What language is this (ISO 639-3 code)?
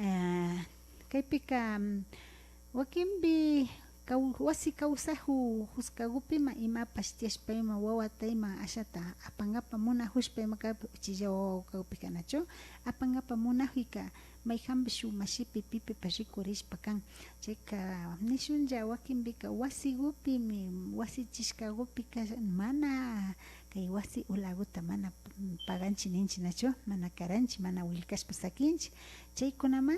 qvi